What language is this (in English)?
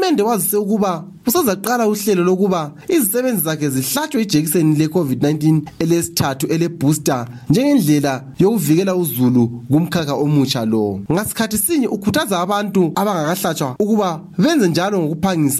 North Ndebele